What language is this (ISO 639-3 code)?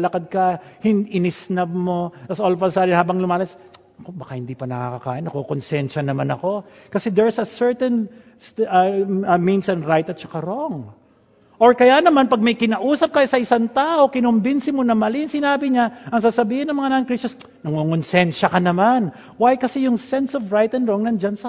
fil